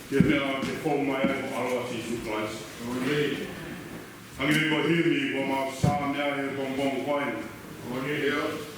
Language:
Tongan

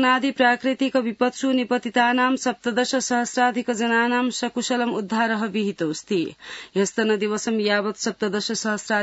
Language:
Sanskrit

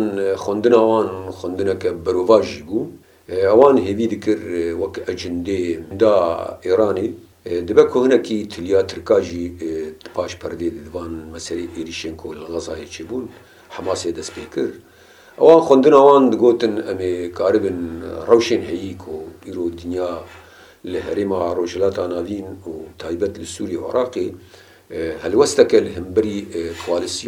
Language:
Kurdish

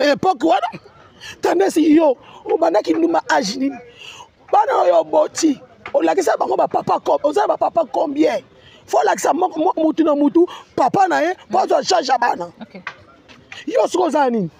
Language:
Lingala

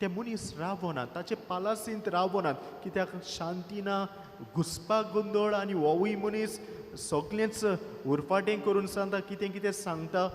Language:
Konkani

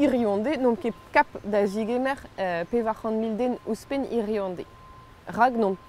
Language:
Breton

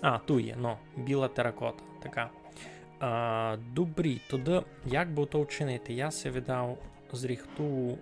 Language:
Rusyn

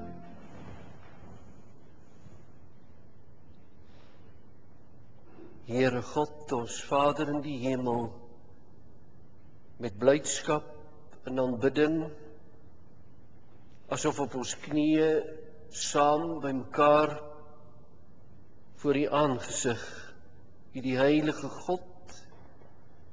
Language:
Afrikaans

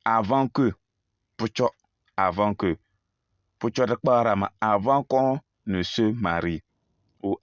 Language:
Kabiyè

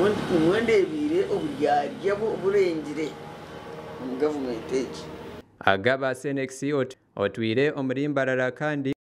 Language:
Nyankole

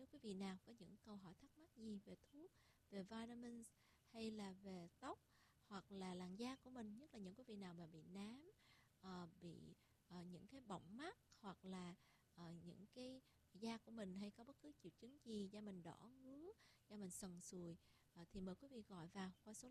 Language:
Vietnamese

